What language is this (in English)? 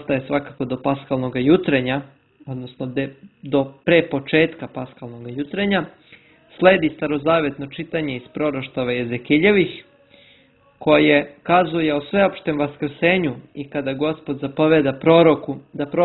Serbian